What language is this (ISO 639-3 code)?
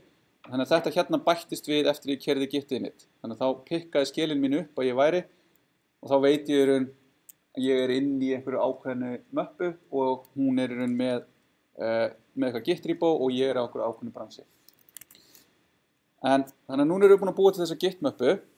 isl